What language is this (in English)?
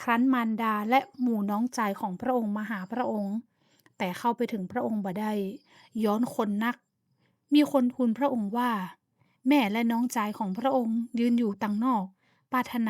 Northern Thai